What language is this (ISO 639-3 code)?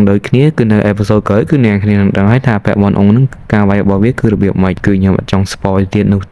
khm